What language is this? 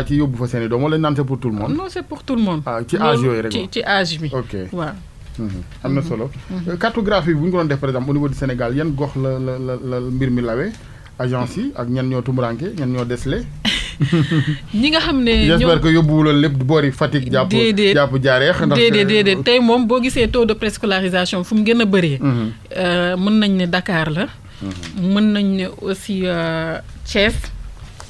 Wolof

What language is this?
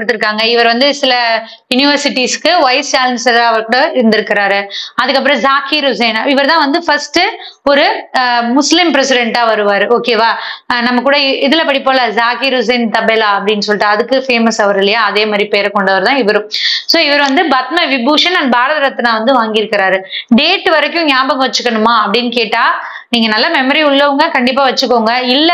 Tamil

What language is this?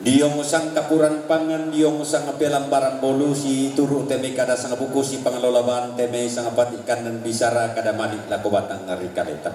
Toraja-Sa'dan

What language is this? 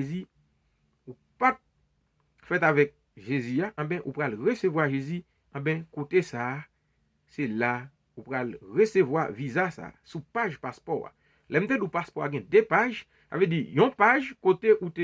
Haitian Creole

